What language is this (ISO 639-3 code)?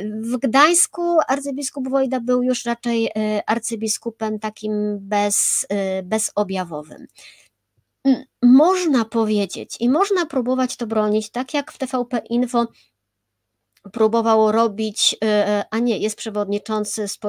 pol